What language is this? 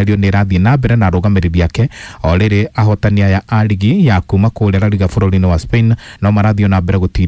Kikuyu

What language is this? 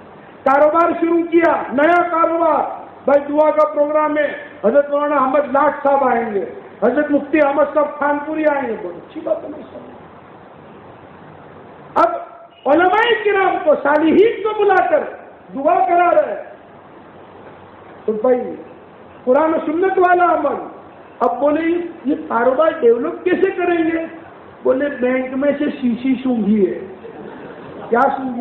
Urdu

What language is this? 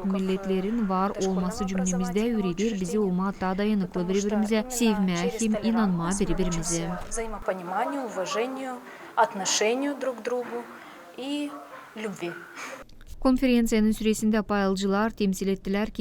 Gagauz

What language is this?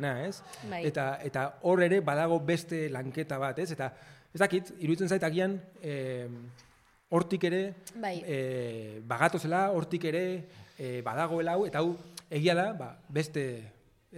Basque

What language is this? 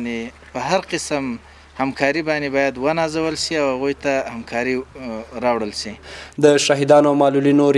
Pashto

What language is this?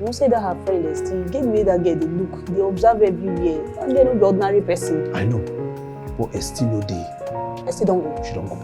Nigerian Pidgin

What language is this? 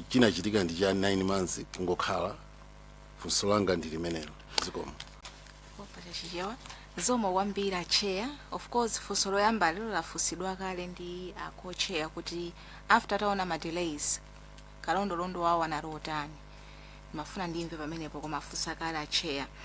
Nyanja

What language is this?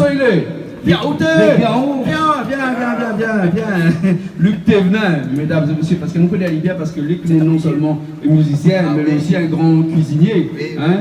Réunion Creole French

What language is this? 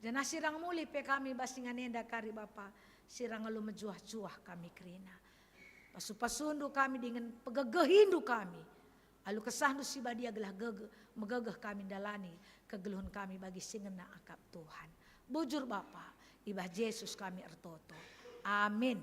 Batak Karo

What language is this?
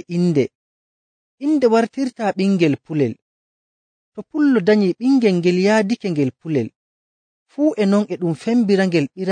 Nigerian Fulfulde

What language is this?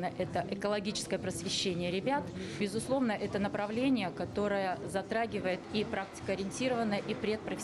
Russian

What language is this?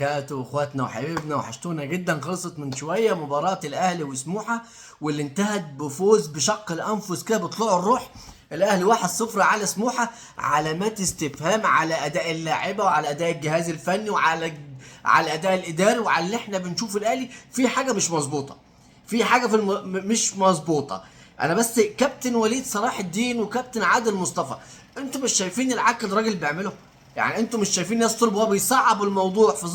Egyptian Arabic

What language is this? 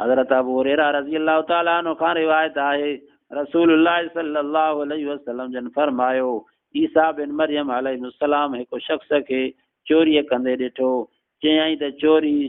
Sindhi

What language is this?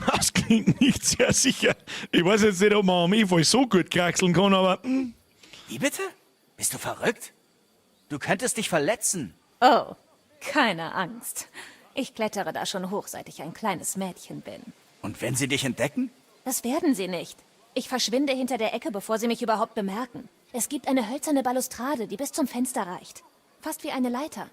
Bavarian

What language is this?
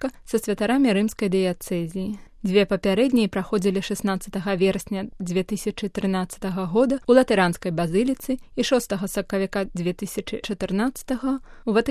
Belarusian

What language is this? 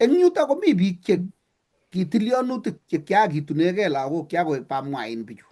Kalenjin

